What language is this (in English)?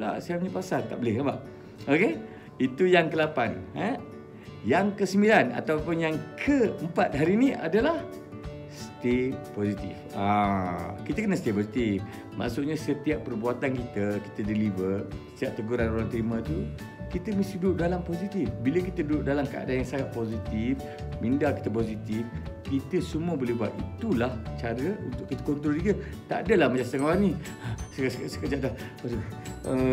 Malay